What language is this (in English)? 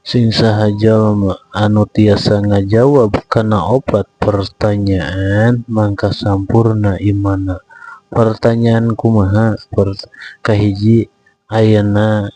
Sundanese